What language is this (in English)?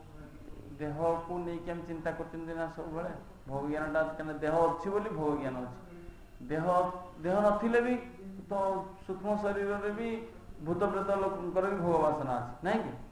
Odia